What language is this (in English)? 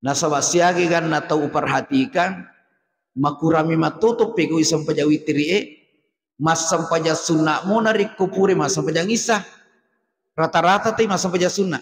Buginese